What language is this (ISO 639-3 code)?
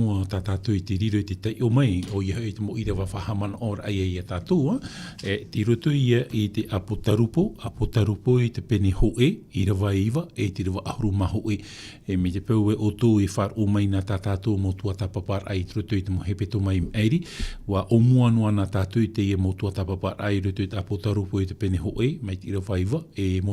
tah